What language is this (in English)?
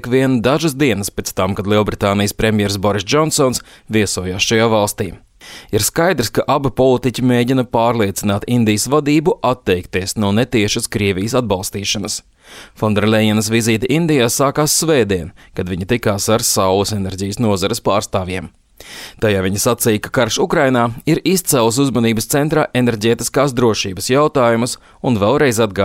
Latvian